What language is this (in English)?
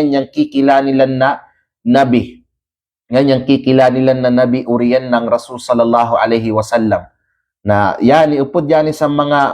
Kalagan